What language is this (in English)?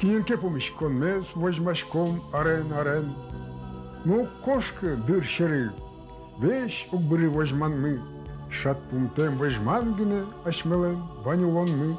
Udmurt